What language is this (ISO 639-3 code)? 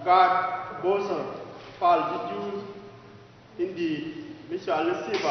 nus